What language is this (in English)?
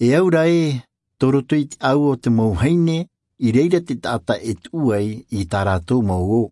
Tahitian